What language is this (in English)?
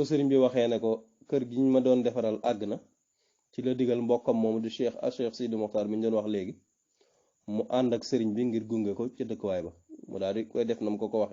Wolof